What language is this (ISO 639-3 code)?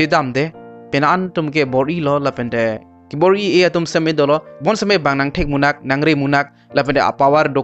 mjw